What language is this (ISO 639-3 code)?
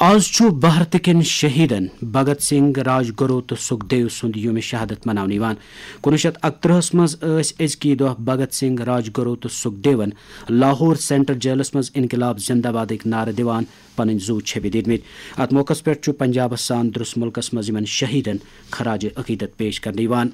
kas